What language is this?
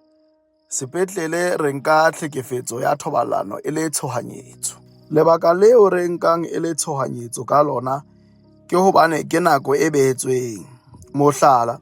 Southern Sotho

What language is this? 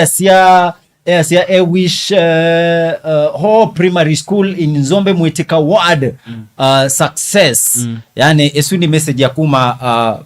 Kamba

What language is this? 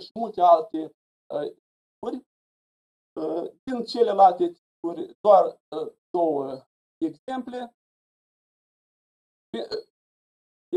Romanian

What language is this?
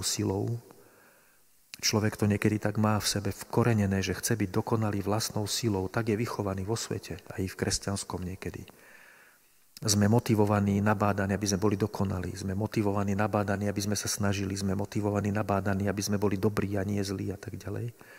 Slovak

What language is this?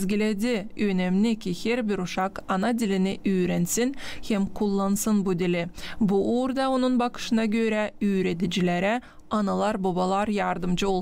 Gagauz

